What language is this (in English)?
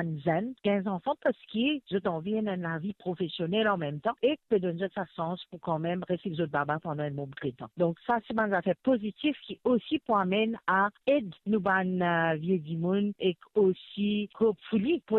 Morisyen